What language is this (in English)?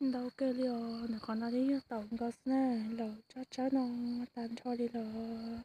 Hmong